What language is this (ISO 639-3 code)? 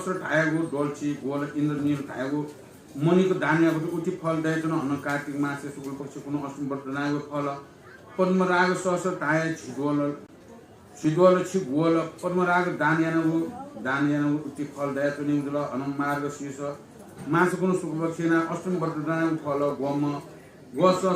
new